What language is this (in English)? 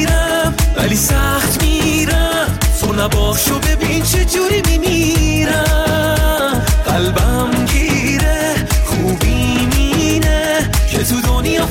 Persian